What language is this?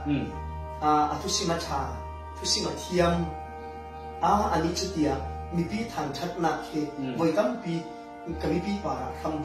Falam Chin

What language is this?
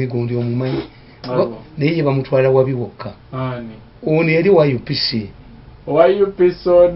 Ganda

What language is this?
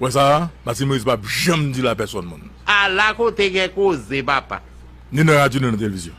Haitian Creole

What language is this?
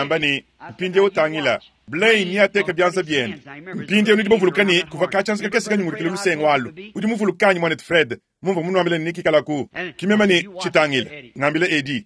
Luba-Lulua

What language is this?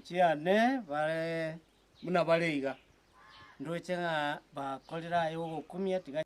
Gusii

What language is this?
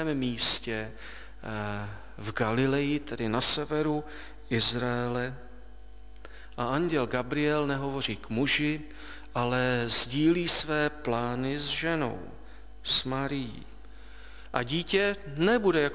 Czech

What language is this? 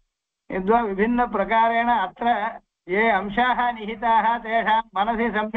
Sanskrit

